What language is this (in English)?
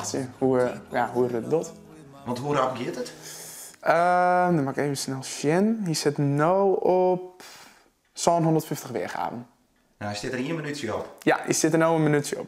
Western Frisian